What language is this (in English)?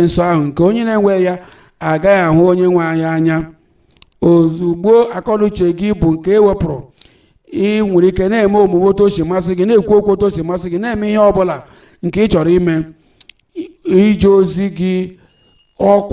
Igbo